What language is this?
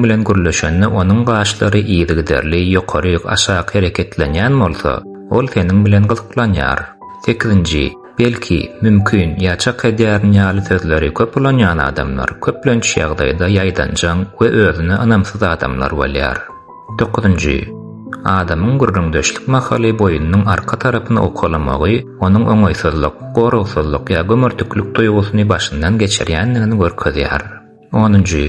Turkmen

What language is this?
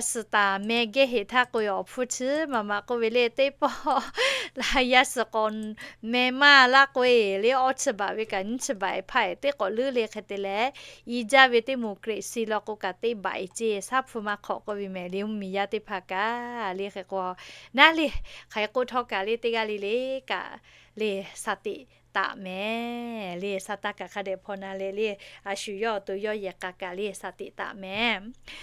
Lahu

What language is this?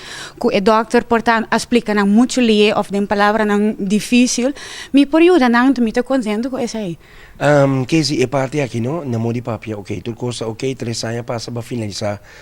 Papiamento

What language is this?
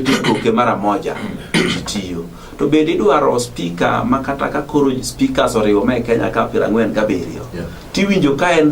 Luo (Kenya and Tanzania)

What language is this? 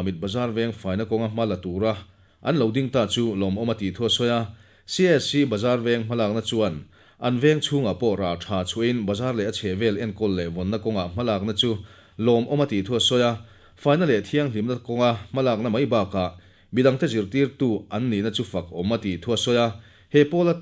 Mizo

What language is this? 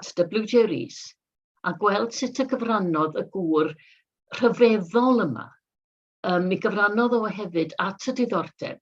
Welsh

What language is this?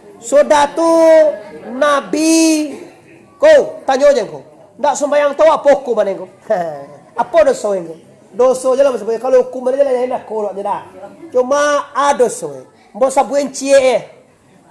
Minangkabau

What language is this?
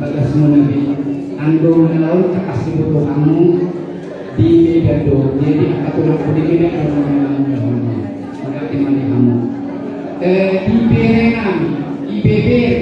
Batak Toba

